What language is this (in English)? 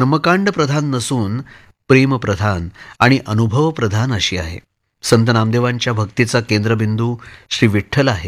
Marathi